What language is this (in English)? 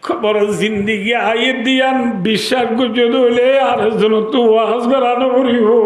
Rohingya